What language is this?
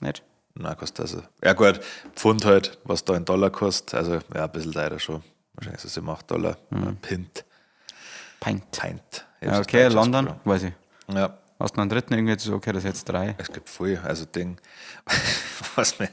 Bavarian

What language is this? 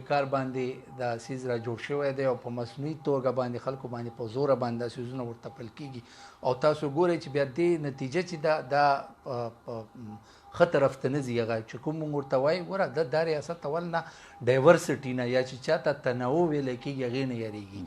Pashto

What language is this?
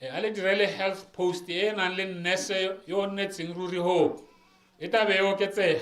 Tswana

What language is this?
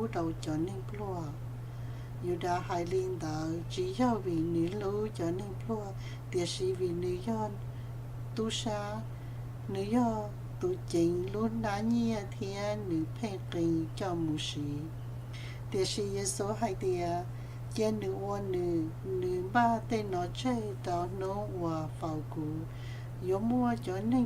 Hmong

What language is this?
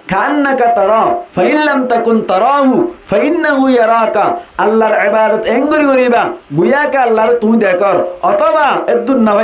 Rohingya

